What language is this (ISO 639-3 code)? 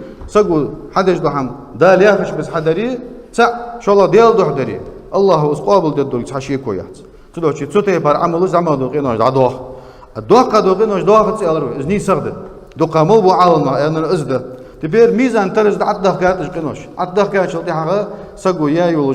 inh